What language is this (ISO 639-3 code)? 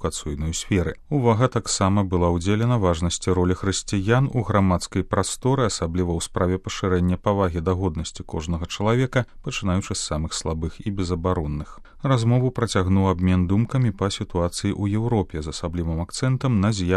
bel